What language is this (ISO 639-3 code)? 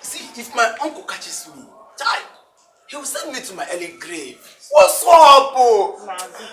pcm